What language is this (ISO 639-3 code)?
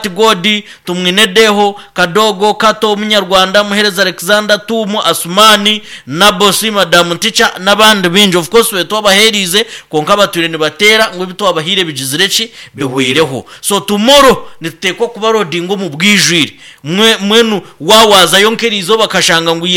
nyn